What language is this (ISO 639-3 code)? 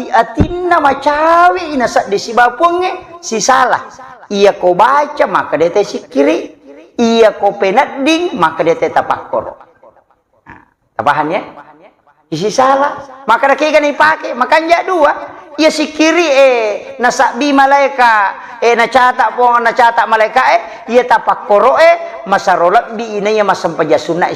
bug